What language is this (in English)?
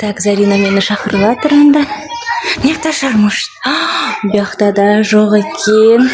Kazakh